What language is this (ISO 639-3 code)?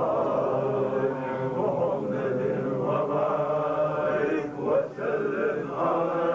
che